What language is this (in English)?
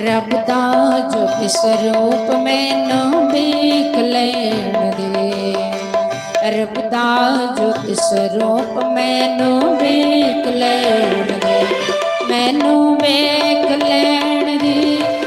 Dogri